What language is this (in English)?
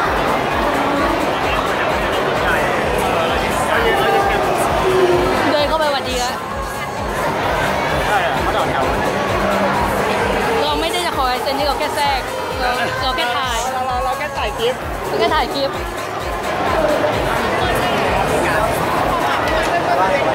Thai